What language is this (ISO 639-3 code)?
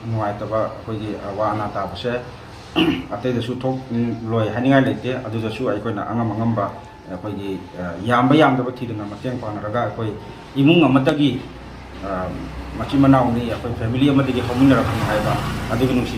mni